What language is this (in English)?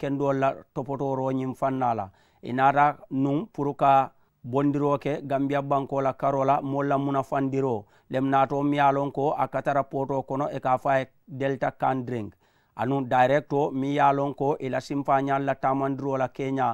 Mandingo